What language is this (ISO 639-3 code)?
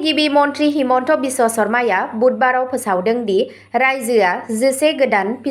brx